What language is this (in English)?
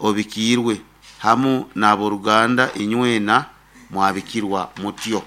Nyoro